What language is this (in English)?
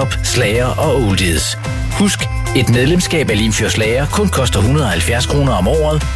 Danish